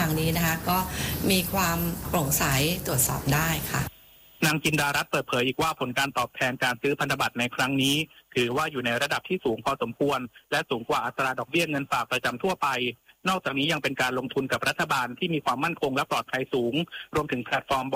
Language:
Thai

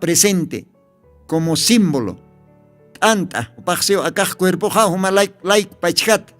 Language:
Aymara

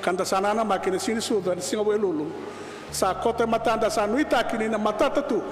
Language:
Fijian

